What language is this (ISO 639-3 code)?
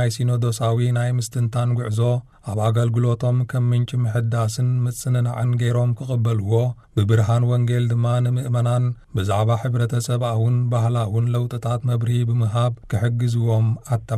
tir